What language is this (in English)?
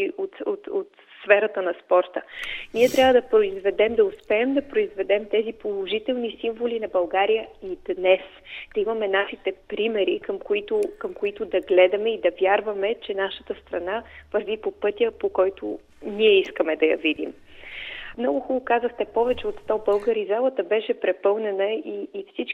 Bulgarian